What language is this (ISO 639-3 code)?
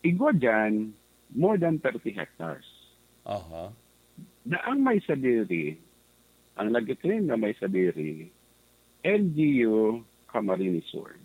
bik